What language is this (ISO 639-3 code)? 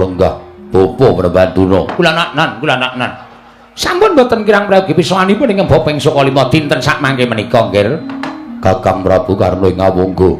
jav